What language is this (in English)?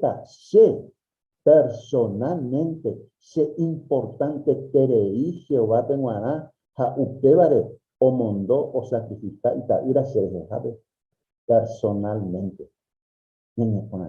Guarani